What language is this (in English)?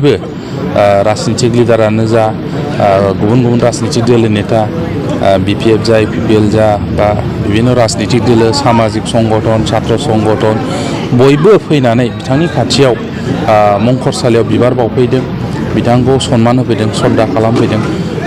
Bodo